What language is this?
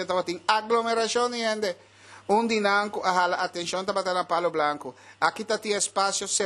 Papiamento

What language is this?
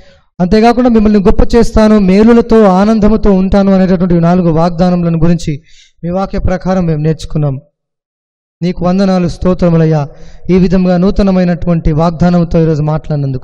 Telugu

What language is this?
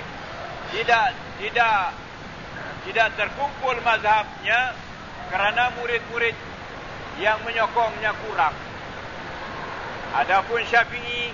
Malay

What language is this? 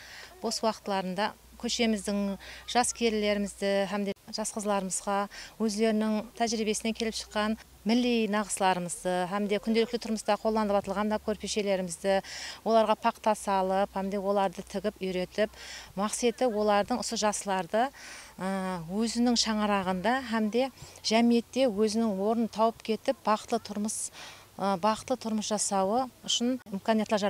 Kara-Kalpak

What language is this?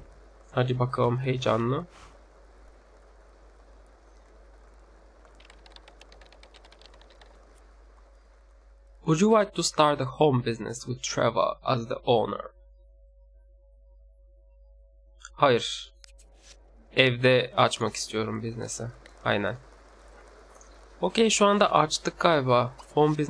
Turkish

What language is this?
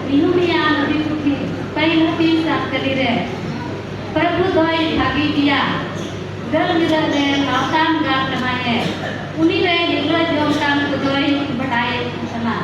Santali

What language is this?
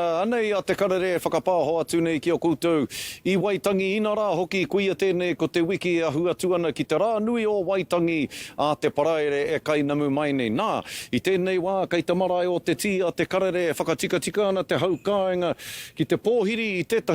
Māori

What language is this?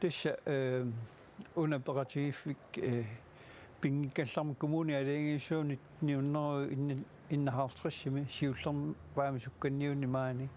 Kalaallisut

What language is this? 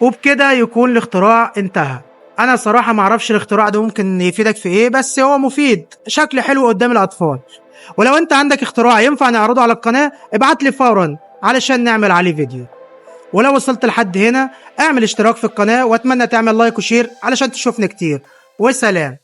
Egyptian Arabic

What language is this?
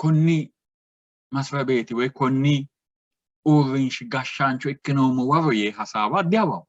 Sidamo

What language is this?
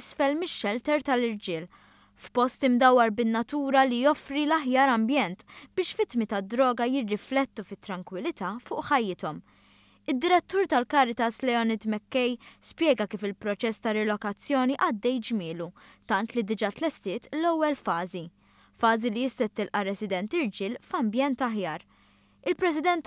Maltese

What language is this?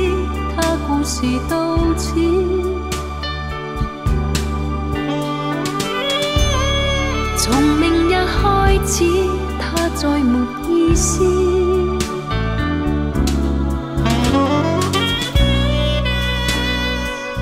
Chinese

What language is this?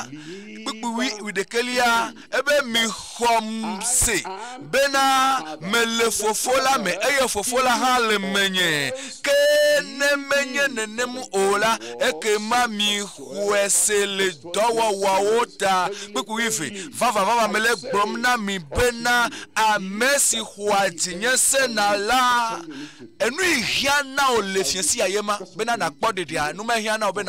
Ewe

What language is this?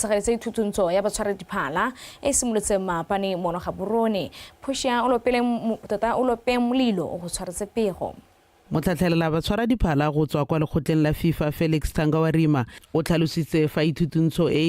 Tswana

